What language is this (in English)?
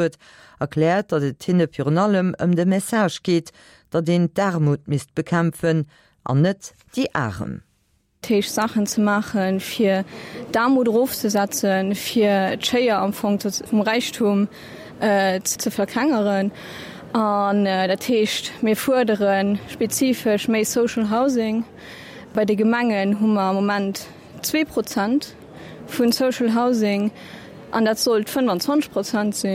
Luxembourgish